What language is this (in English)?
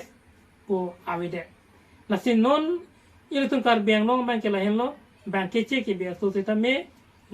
Karbi